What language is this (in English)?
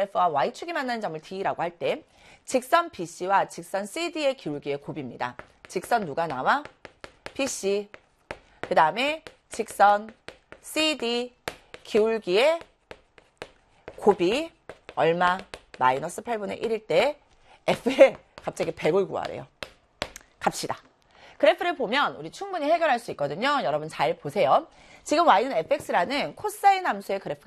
Korean